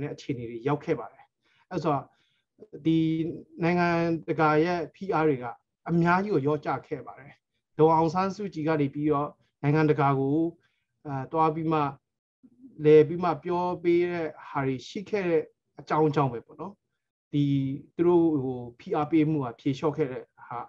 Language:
Burmese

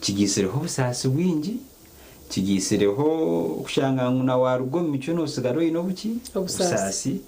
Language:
Nyankole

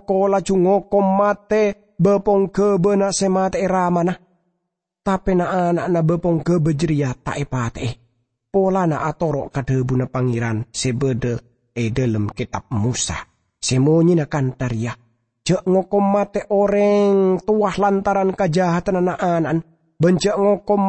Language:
Madurese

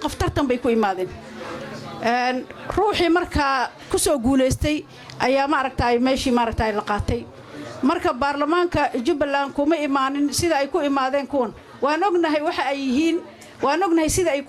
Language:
Somali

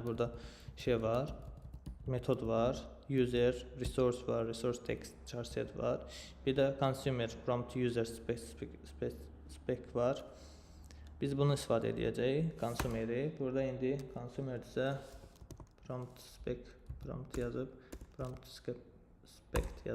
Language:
Azerbaijani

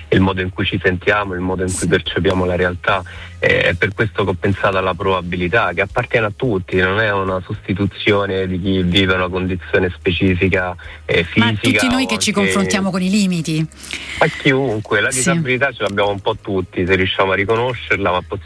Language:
Italian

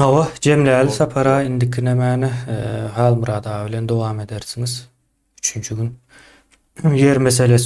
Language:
Turkmen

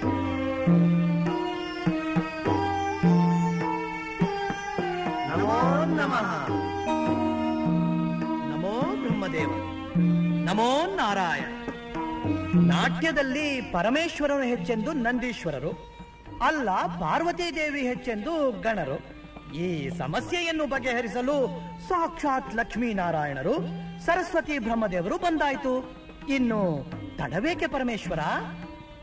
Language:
Kannada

